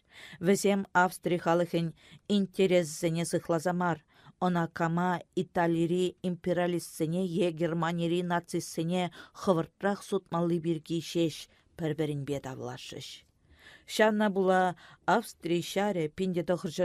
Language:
Chuvash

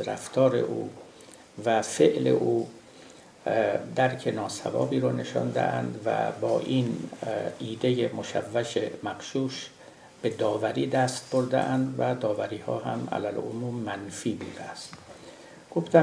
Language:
Persian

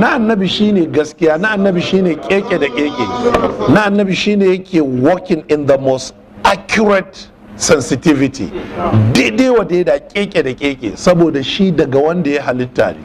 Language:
Hausa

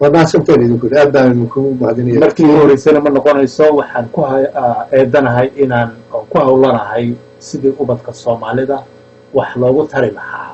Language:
Somali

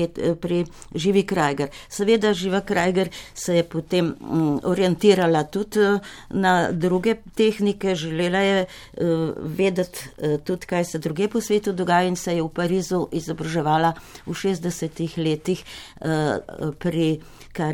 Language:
Slovenian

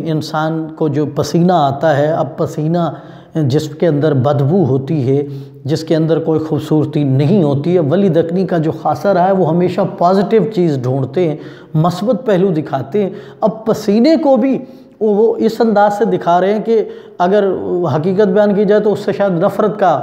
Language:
Urdu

